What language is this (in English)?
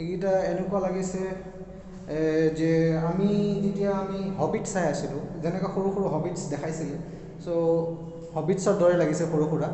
Assamese